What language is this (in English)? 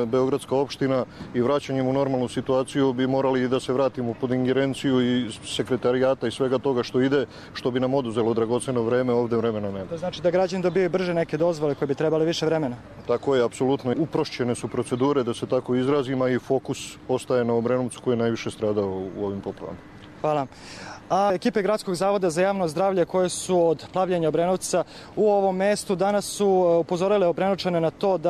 Serbian